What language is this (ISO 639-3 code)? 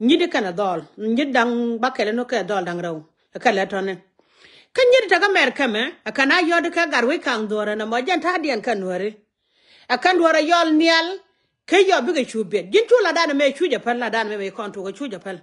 nus